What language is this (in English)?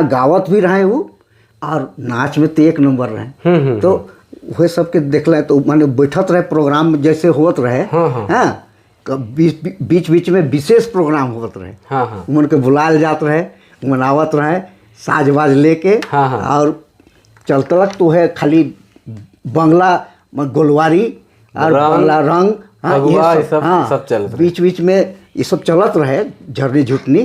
Sadri